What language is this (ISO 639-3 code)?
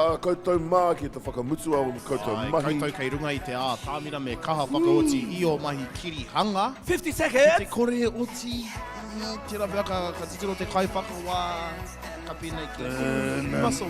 mri